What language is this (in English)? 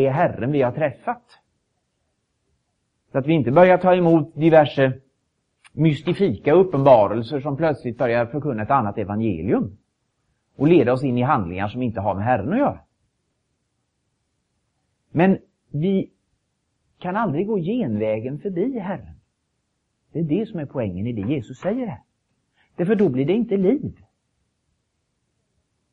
Swedish